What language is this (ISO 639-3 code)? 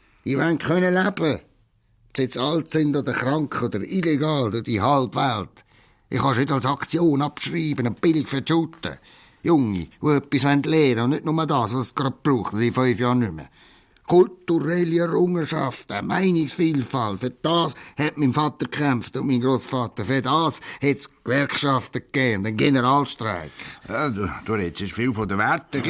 gsw